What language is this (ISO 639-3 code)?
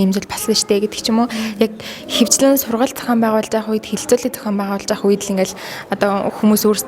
mon